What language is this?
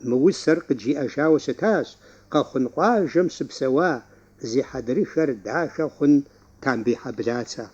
Kabardian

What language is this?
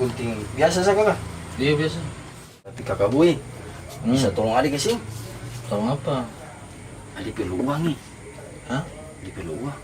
Ambonese Malay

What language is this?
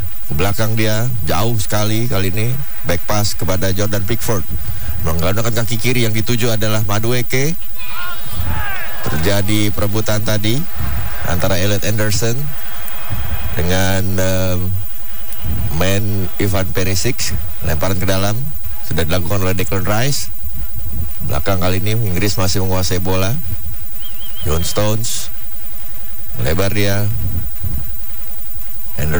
Indonesian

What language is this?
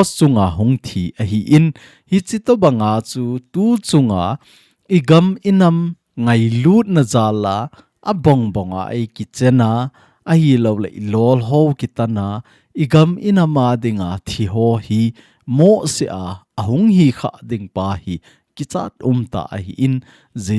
Thado Chin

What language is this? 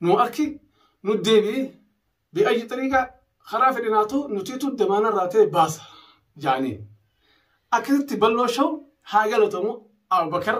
Oromo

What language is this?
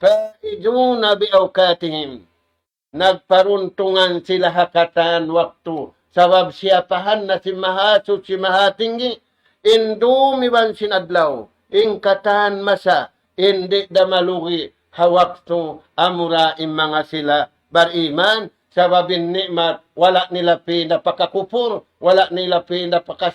Tausug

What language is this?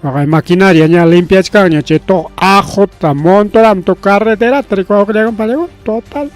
Ayacucho Quechua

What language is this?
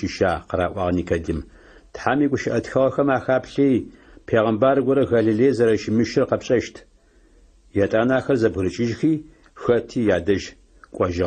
Adyghe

